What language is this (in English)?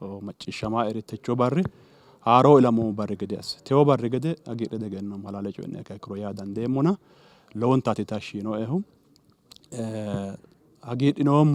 Sidamo